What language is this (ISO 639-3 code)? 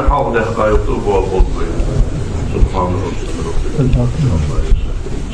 inh